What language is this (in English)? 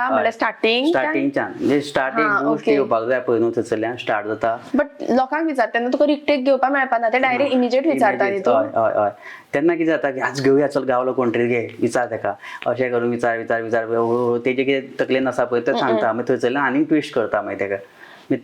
Konkani